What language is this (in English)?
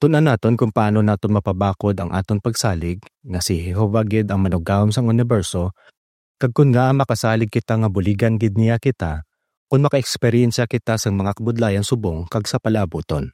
Hiligaynon